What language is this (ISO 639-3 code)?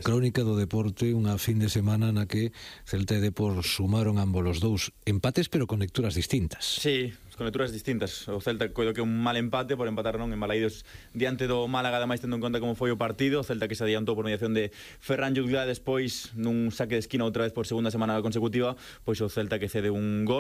glg